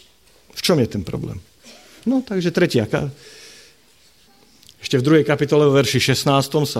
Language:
Slovak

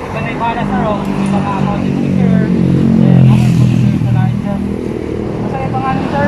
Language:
Cebuano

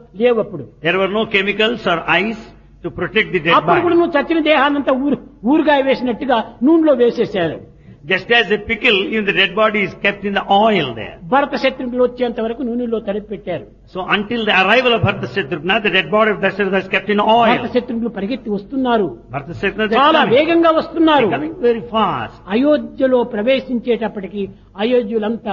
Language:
Telugu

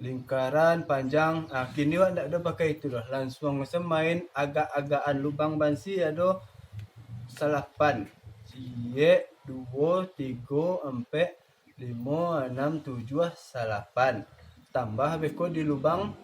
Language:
Minangkabau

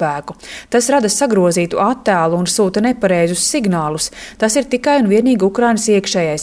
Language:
Latvian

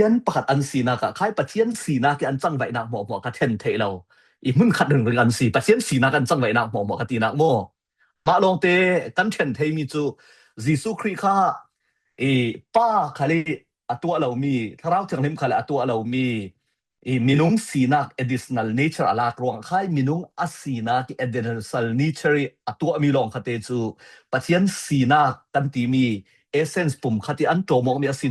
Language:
Falam Chin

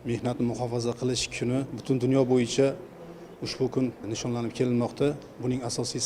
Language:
Uzbek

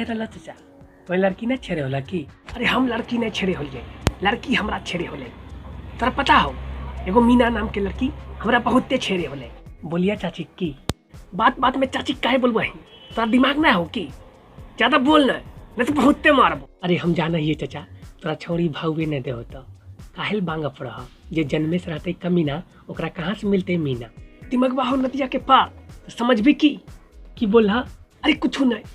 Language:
Magahi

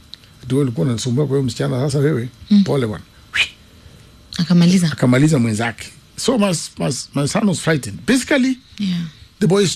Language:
Swahili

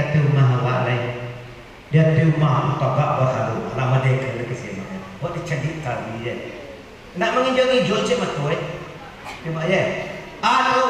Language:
Minangkabau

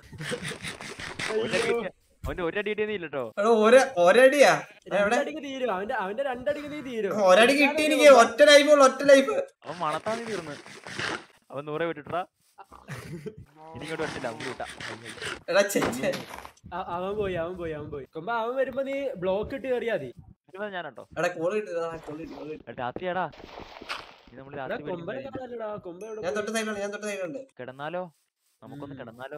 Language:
Malayalam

